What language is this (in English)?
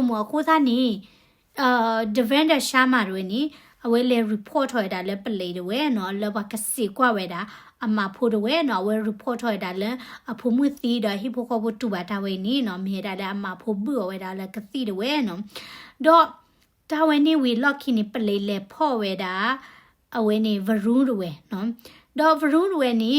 S'gaw Karen